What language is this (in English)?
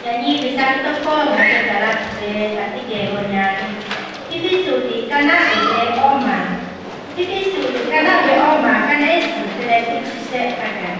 Lahu